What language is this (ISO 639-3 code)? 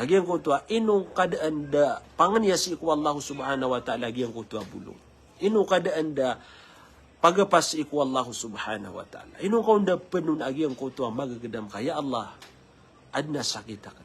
mrw